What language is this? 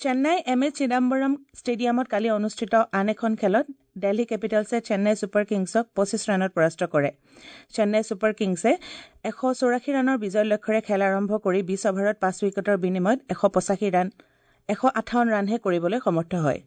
Assamese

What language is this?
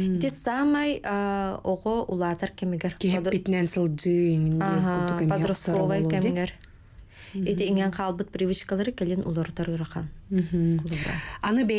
Yakut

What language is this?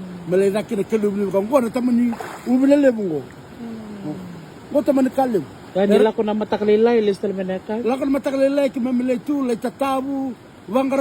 Fijian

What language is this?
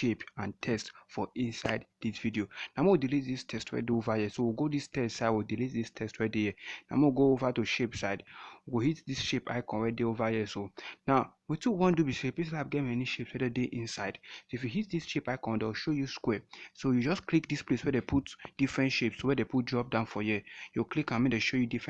Nigerian Pidgin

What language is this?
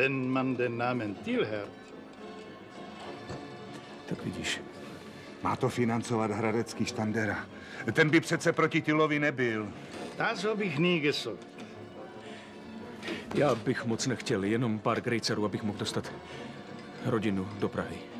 Czech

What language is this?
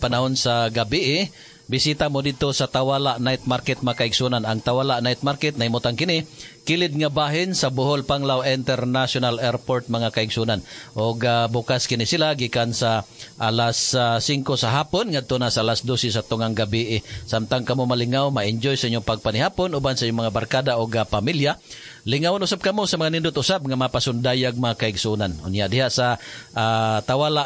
Cebuano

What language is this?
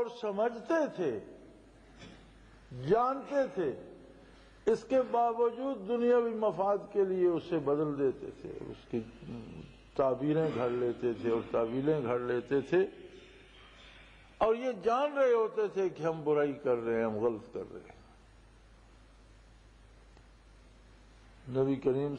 Urdu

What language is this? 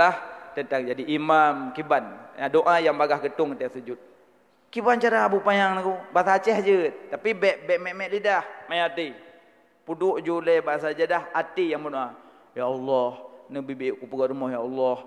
Achinese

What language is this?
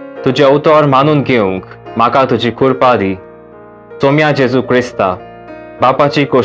Konkani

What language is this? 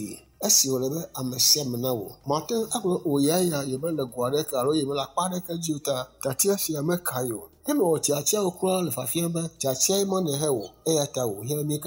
Ewe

